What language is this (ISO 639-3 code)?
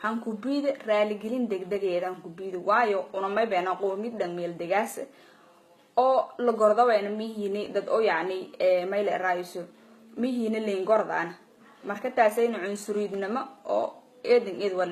som